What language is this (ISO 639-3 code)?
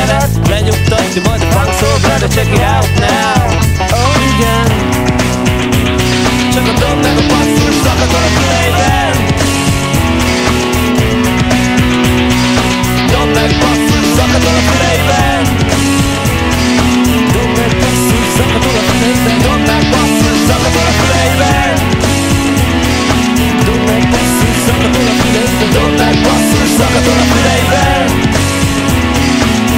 hun